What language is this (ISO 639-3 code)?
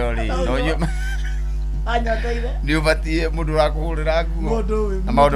kik